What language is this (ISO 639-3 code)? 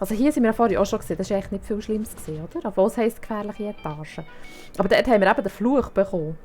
gsw